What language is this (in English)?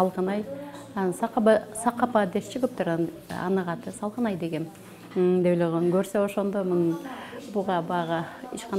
Kyrgyz